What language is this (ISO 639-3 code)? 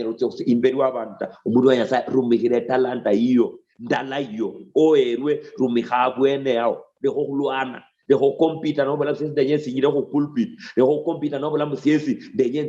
luy